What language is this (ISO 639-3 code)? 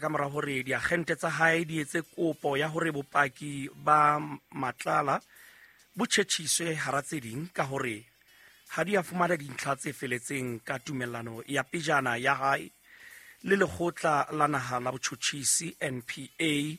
sot